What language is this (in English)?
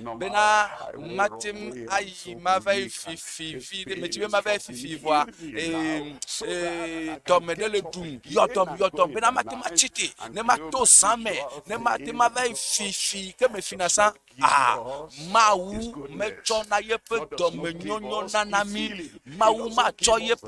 Ewe